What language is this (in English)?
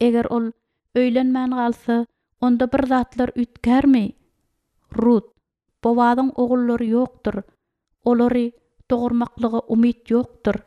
Turkmen